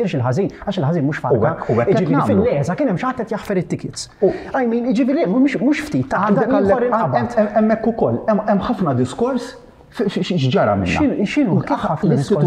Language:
Maltese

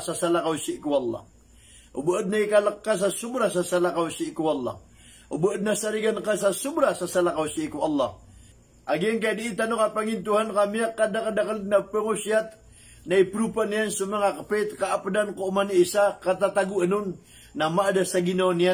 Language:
Maranao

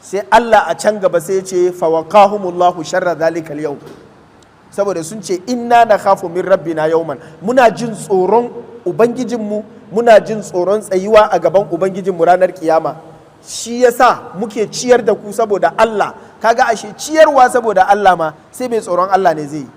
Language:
Hausa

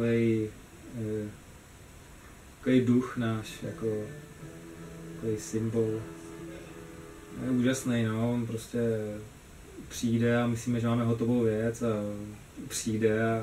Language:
Czech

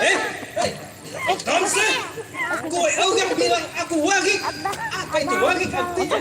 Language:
Banjar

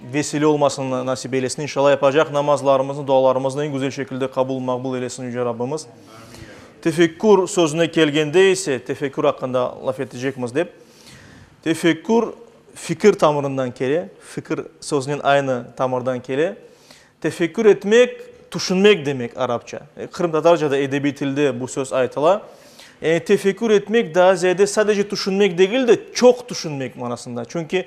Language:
Crimean Tatar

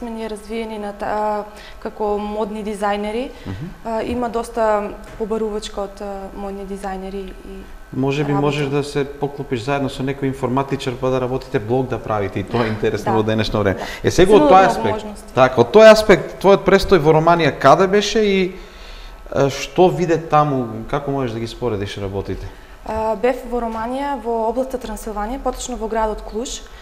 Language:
Macedonian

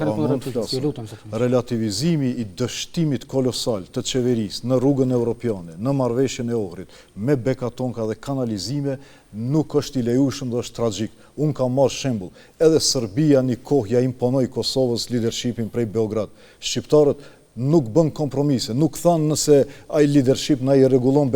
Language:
Albanian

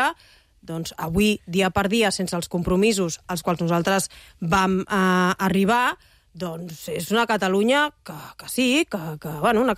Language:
Catalan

